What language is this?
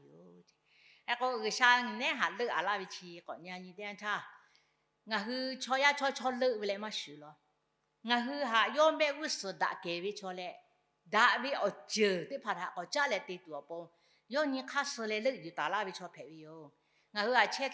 Lahu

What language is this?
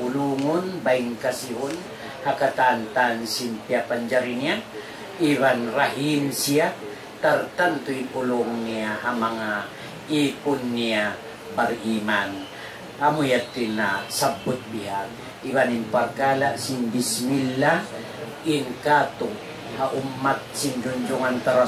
Tausug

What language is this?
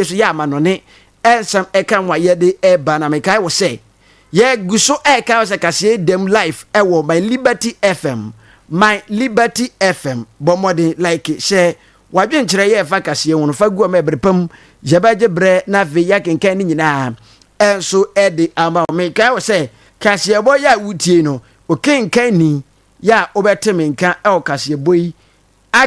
Akan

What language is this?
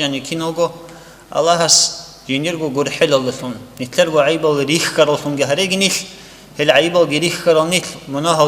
Avaric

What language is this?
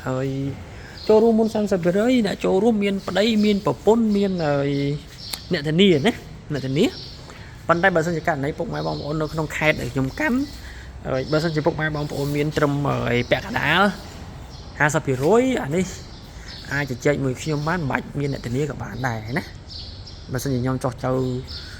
Khmer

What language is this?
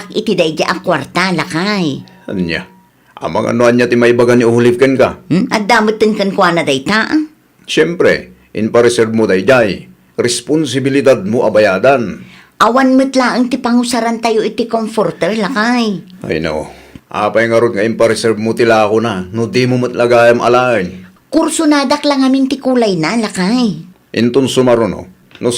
Iloko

